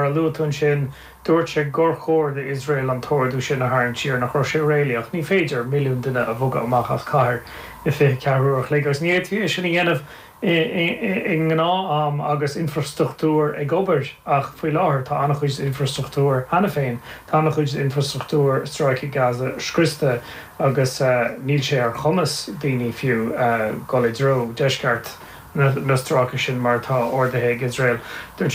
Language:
Irish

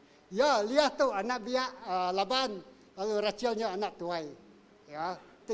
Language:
Iban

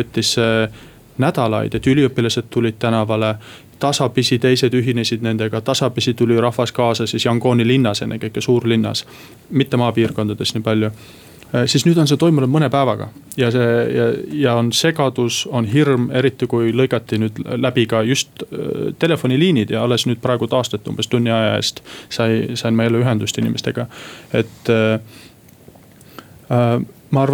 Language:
Estonian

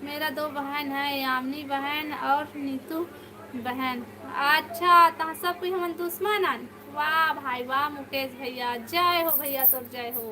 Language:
Chhattisgarhi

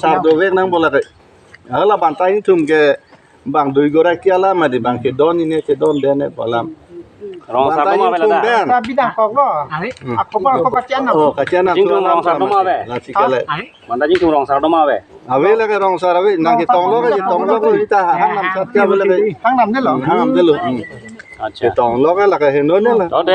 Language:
Karbi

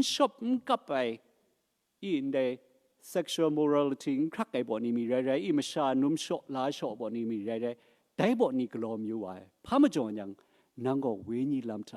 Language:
Kachin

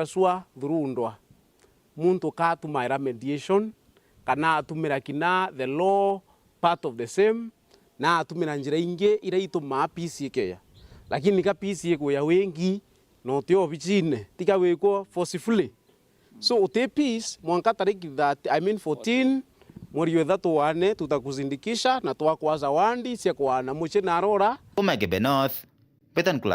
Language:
Meru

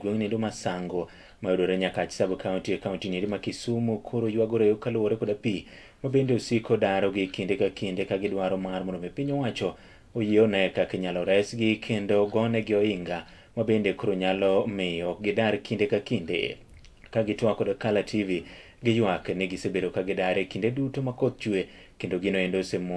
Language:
Luo (Kenya and Tanzania)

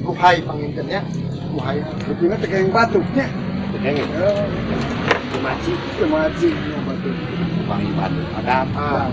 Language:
Sundanese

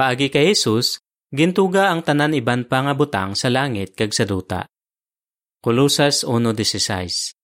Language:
Hiligaynon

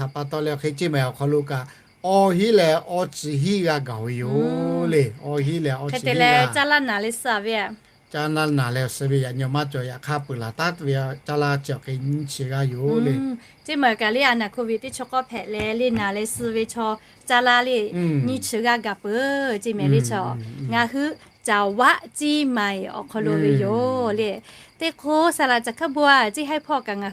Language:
Lahu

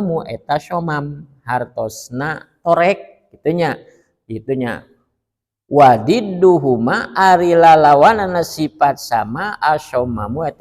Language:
Sundanese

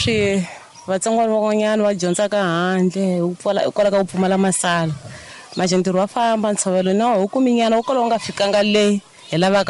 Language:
Tsonga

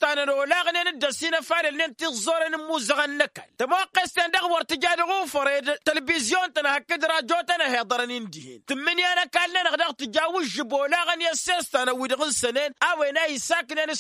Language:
Tamasheq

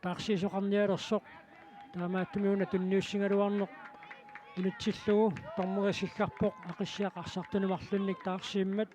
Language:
Kalaallisut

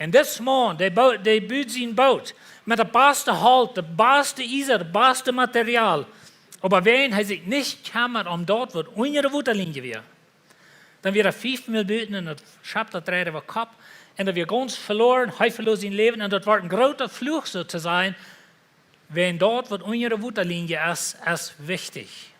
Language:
Plautdietsch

